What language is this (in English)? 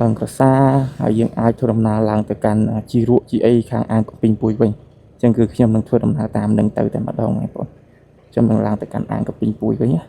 Khmer